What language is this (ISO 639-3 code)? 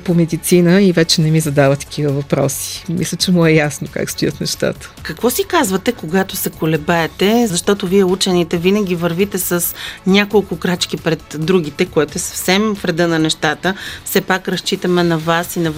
bul